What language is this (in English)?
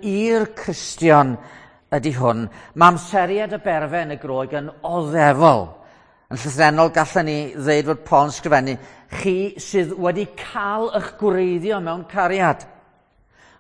Welsh